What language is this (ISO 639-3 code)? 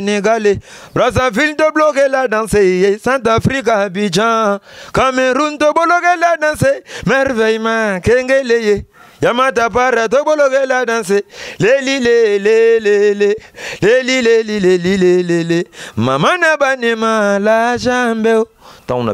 lin